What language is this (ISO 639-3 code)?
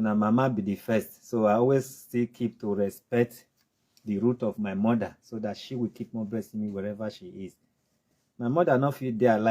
pcm